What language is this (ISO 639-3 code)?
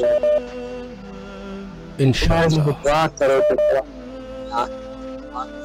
urd